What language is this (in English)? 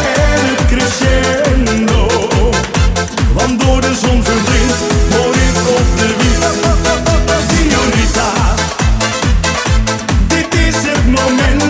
Dutch